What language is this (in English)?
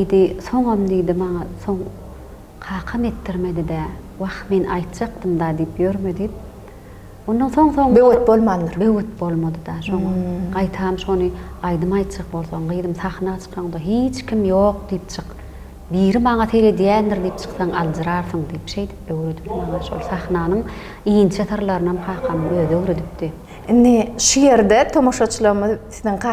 Turkmen